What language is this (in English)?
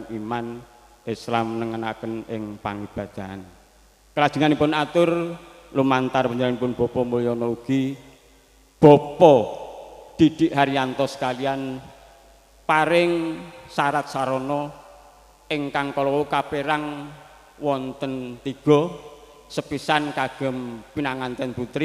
Javanese